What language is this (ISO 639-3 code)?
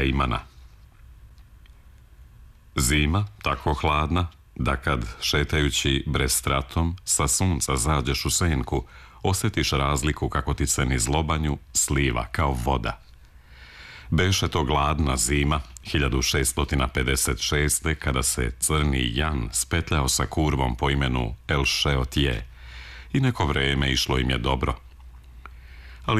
srp